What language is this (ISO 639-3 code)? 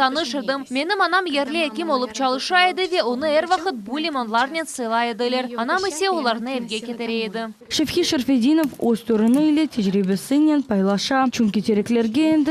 crh